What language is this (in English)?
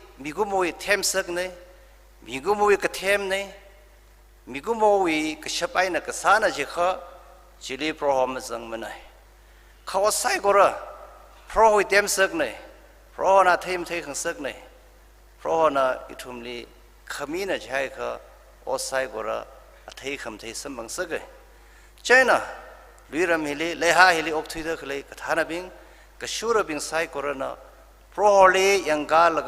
Tangkhul Naga (India)